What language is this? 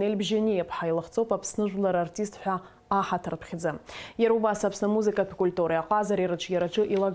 Abkhazian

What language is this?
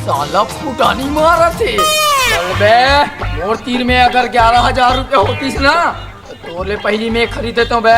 Chhattisgarhi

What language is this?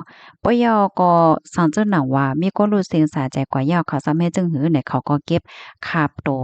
Shan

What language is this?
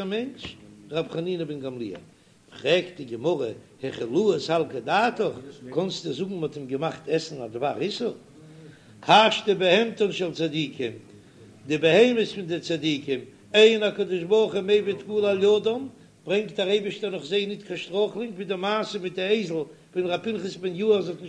Yiddish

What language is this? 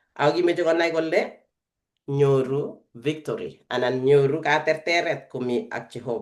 Kalenjin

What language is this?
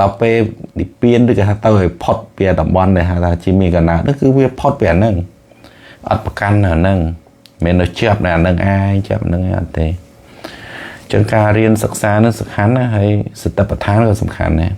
Khmer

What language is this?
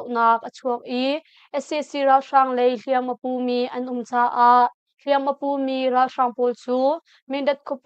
Hakha Chin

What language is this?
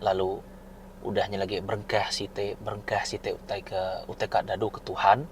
Iban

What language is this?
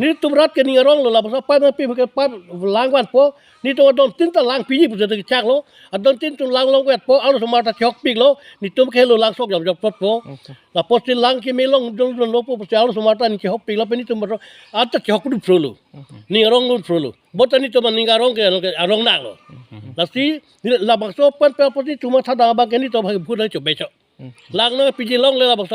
Karbi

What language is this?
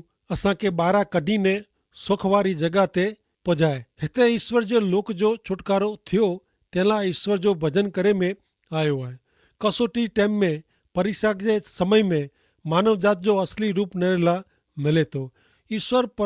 Kachhi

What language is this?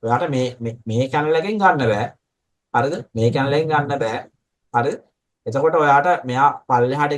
Sinhala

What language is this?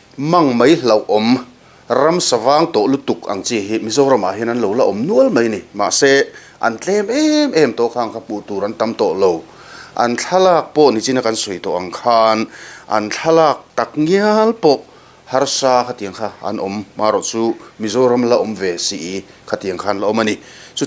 Mizo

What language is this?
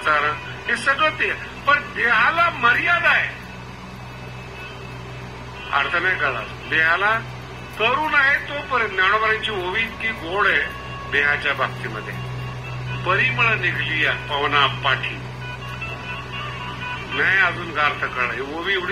Marathi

